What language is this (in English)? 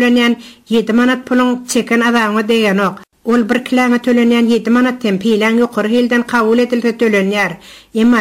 Turkmen